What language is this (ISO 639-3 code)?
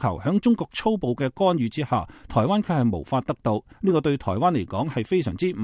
yue